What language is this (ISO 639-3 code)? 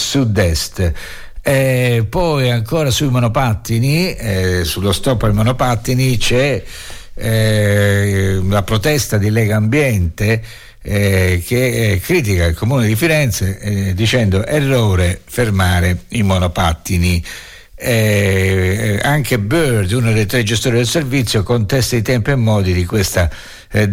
ita